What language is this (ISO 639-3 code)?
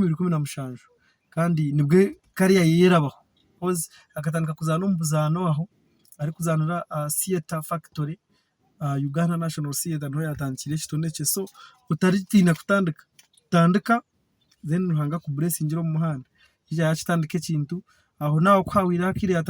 nyn